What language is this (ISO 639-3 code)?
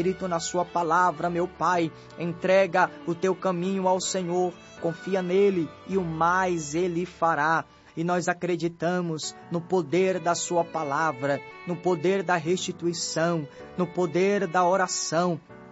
por